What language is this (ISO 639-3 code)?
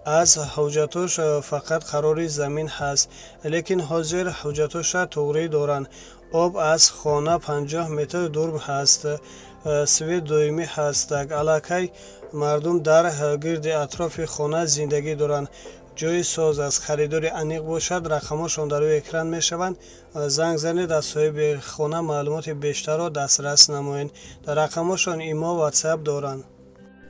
tgk